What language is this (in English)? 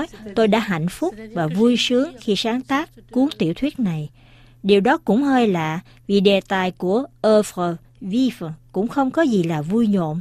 Vietnamese